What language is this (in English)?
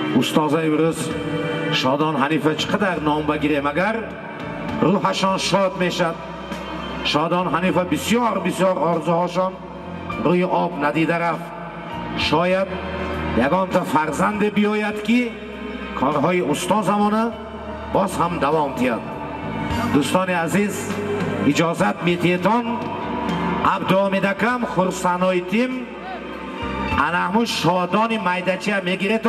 Persian